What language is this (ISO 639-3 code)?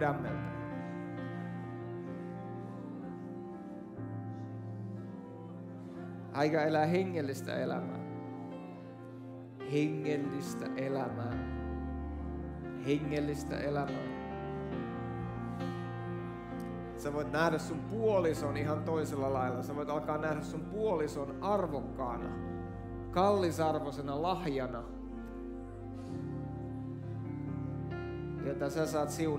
fin